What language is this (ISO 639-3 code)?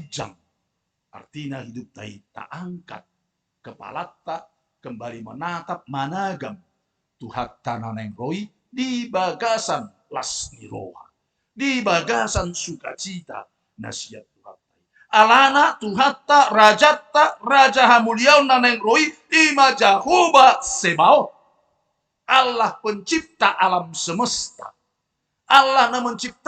bbc